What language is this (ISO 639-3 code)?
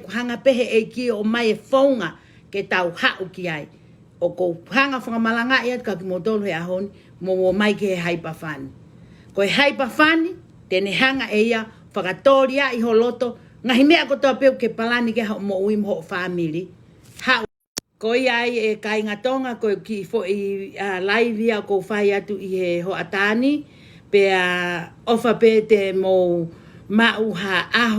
ton